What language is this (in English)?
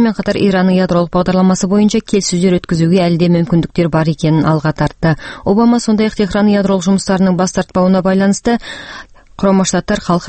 Kazakh